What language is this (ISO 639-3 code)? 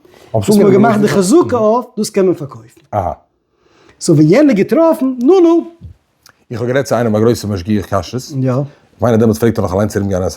yid